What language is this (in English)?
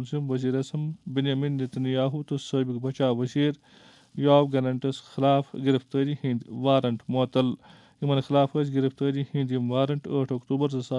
Kashmiri